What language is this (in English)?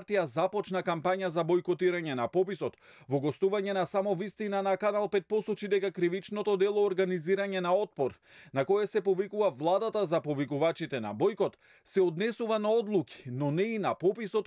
Macedonian